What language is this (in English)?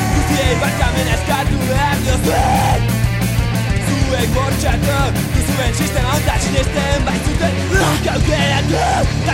Basque